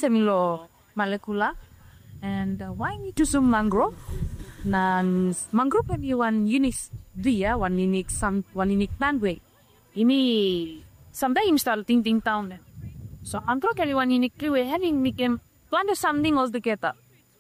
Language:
Bislama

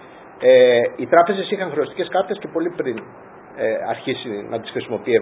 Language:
Greek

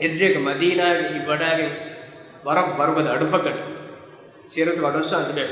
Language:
Divehi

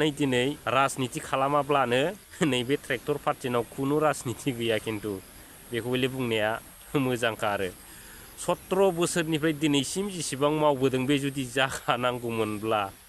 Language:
Bodo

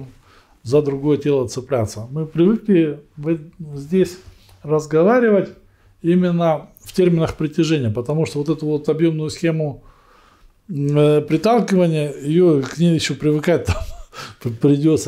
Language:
Russian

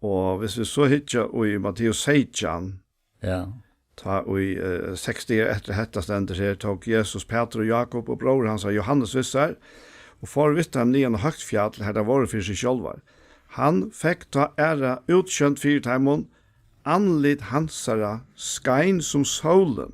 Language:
Faroese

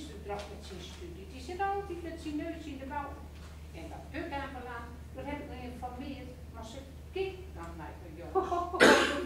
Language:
Gronings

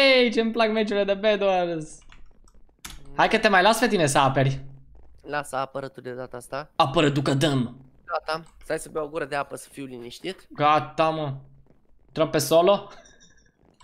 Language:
Romanian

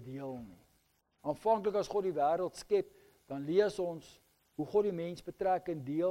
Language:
Afrikaans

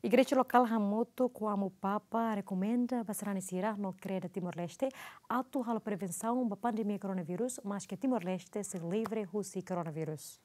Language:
Tetum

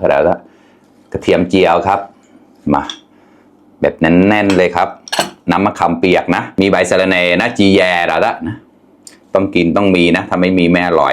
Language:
Mon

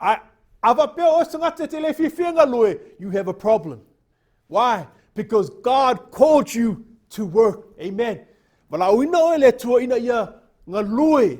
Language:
Samoan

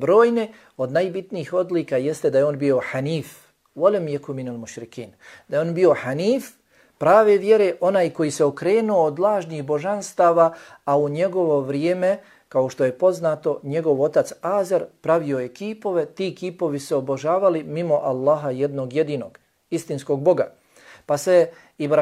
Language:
Bosnian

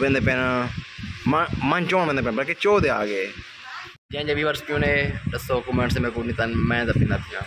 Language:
Saraiki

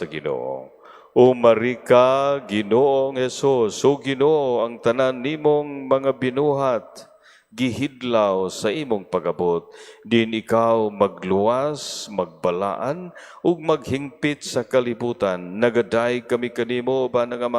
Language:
Cebuano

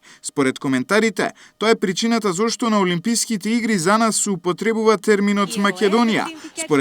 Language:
Macedonian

